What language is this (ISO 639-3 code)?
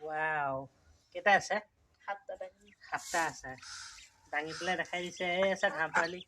asm